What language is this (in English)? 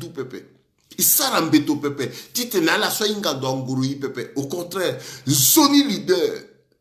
Sango